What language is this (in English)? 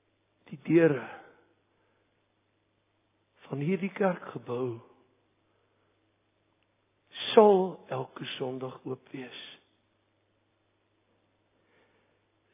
Afrikaans